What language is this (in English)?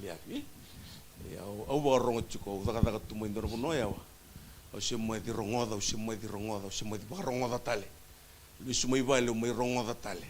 Fijian